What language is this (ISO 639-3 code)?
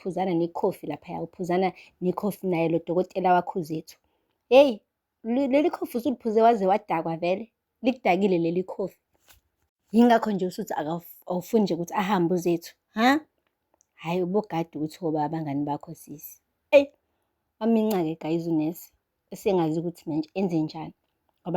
zul